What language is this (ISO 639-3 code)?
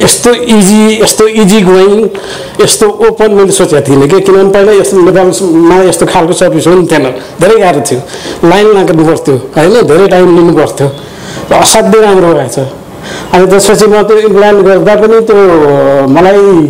nep